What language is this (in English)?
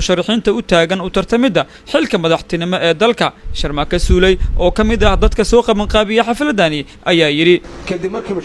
Somali